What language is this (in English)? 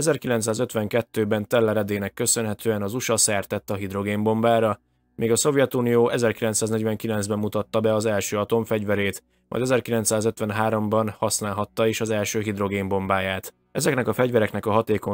Hungarian